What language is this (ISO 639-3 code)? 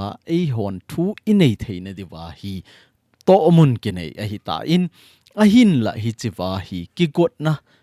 tcz